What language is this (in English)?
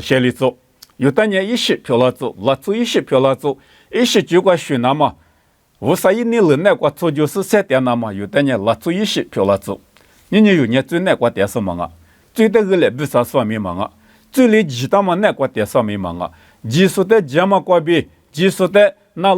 Lisu